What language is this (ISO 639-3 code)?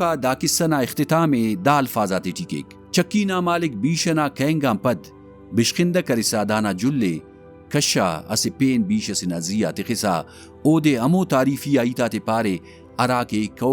brh